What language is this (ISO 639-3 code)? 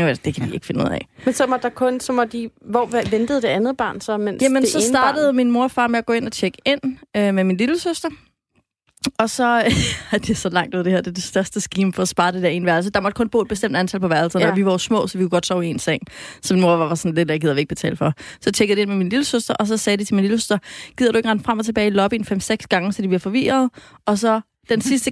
dan